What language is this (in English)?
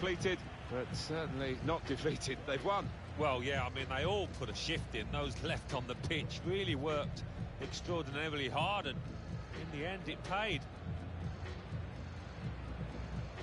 English